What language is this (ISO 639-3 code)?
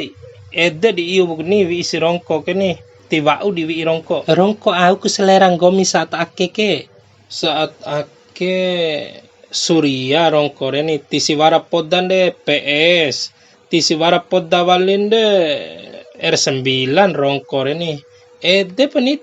bhp